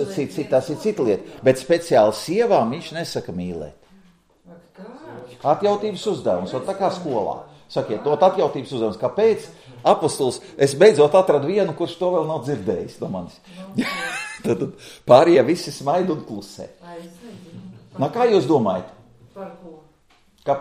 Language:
Latvian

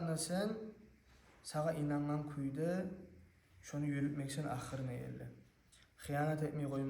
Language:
Kumyk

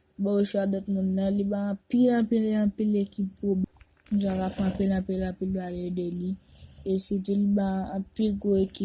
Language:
Haitian Creole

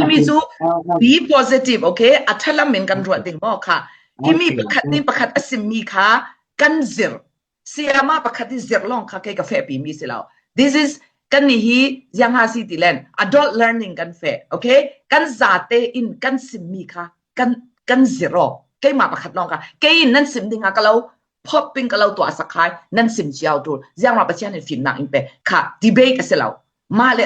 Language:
Falam Chin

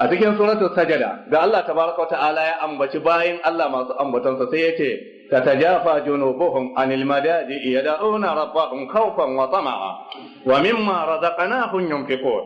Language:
Hausa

